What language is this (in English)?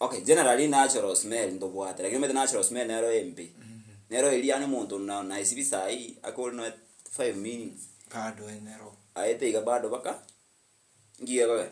Gusii